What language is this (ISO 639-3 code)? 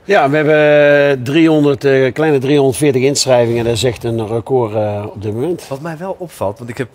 nld